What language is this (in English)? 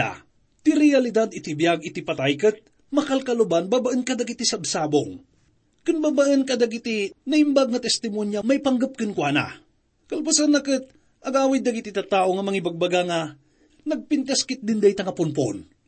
Iloko